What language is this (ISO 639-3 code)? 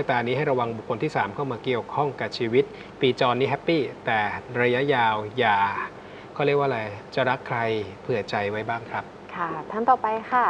tha